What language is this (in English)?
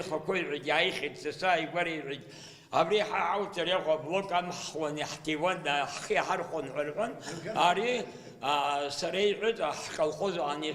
Abkhazian